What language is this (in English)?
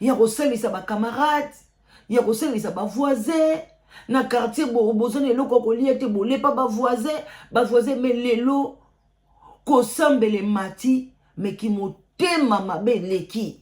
Lingala